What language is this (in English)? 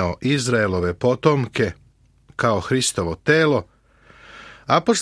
Serbian